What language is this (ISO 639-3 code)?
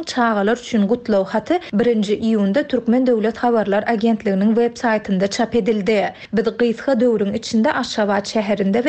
tuk